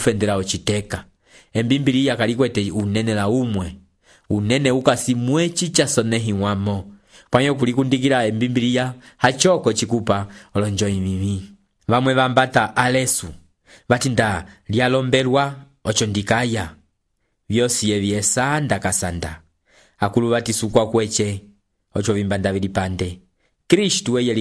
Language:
Umbundu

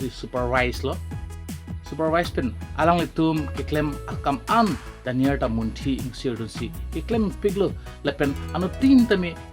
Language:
Karbi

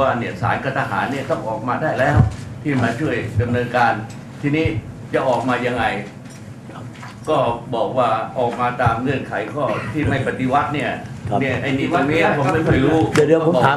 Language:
Thai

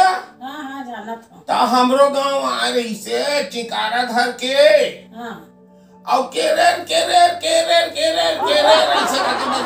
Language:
Chhattisgarhi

